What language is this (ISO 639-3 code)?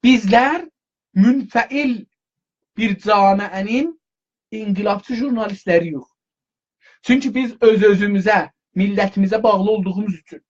azb